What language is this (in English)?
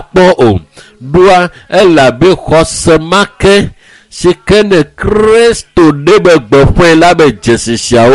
Ewe